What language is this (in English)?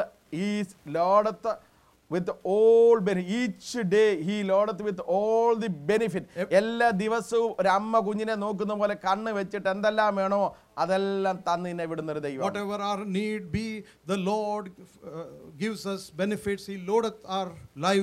Malayalam